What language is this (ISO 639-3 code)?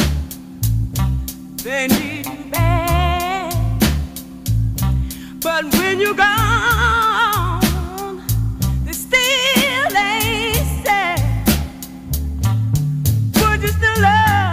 eng